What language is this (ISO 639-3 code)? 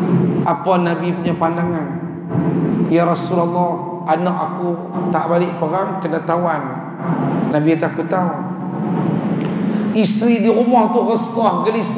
msa